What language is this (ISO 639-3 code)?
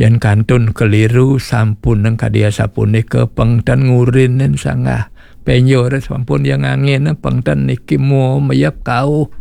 ban